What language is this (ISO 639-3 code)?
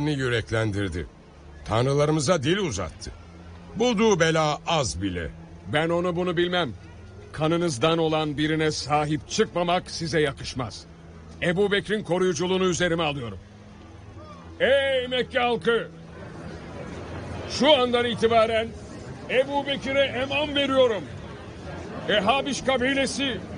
tur